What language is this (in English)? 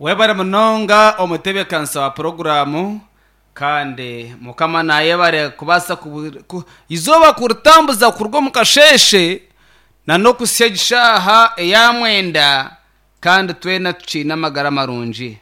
Nyankole